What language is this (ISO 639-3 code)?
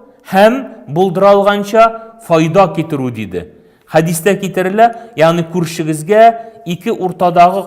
tat